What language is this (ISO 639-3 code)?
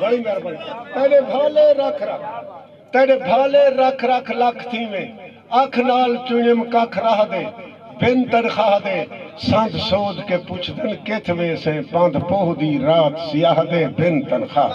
skr